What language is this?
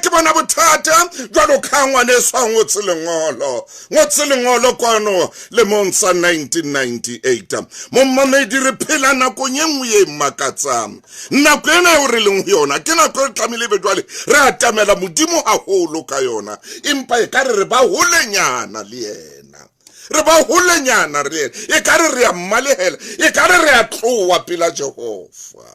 Southern Sotho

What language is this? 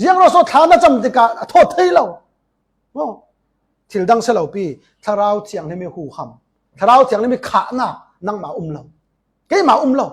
Falam Chin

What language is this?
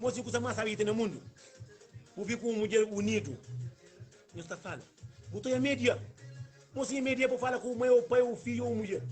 Kabuverdianu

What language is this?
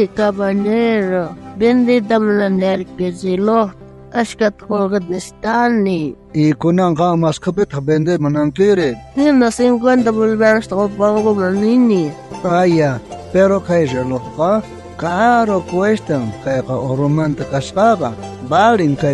South Bolivian Quechua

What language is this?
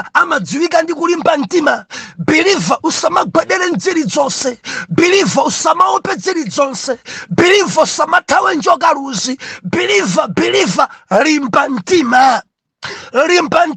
Nyanja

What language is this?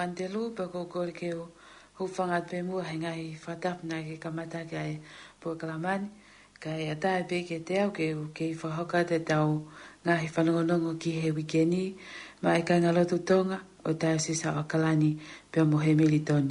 Tongan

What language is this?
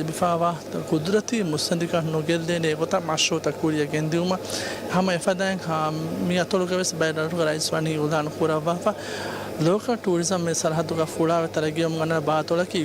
Divehi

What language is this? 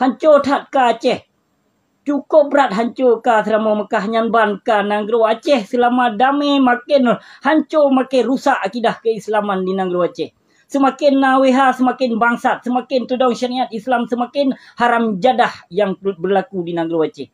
Achinese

